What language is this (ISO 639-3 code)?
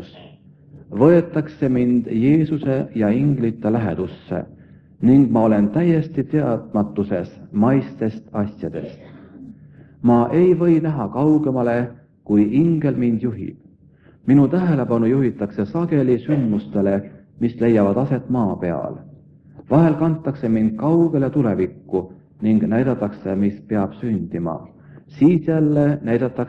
est